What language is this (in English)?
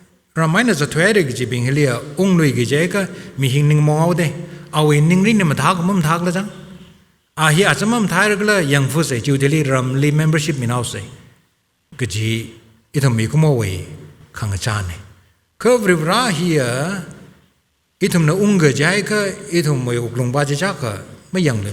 Tangkhul Naga (India)